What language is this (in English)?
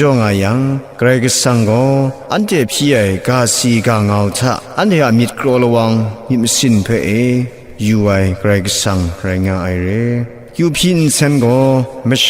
Kachin